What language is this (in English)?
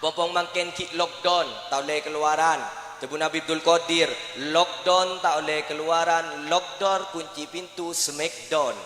Madurese